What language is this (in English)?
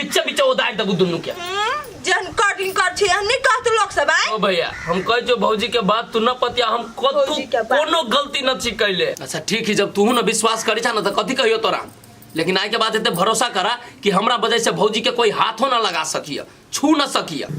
Maithili